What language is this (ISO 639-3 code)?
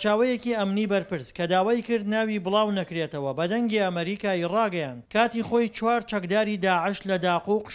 ckb